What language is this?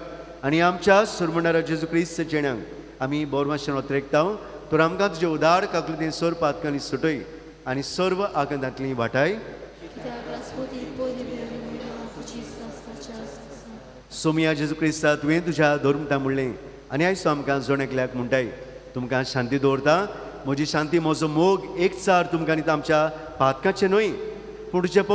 Konkani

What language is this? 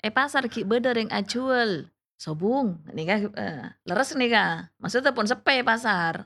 Madurese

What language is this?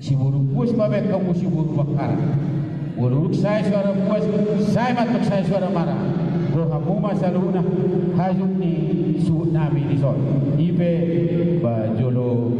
Batak Toba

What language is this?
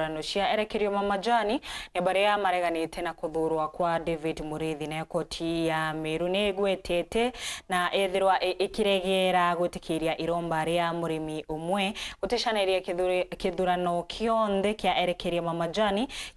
Meru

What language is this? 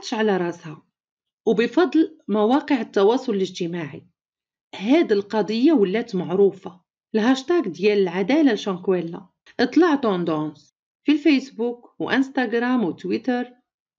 Moroccan Arabic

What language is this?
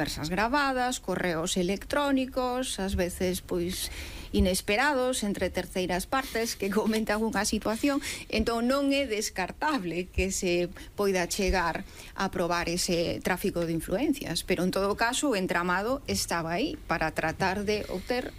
Galician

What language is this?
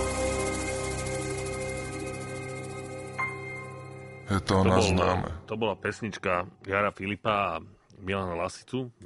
Slovak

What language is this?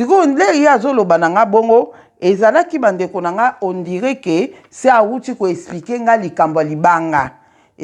Lingala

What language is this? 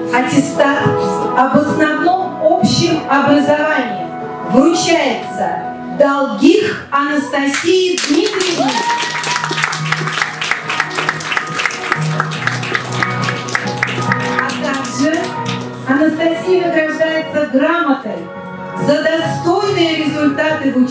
Russian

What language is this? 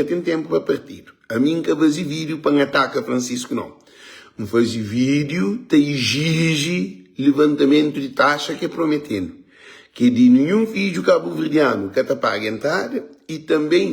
Kabuverdianu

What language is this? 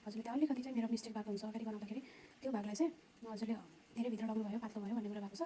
Nepali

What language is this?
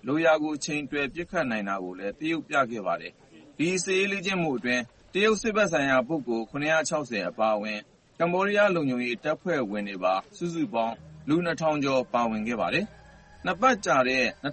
Burmese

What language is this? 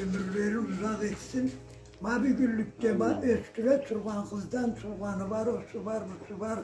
Karachay-Balkar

